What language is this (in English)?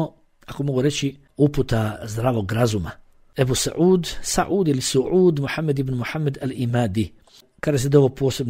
Bosnian